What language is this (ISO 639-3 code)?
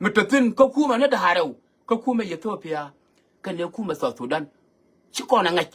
nus